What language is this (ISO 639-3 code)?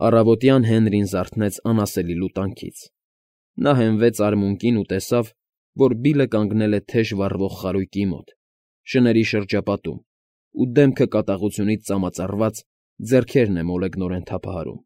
hye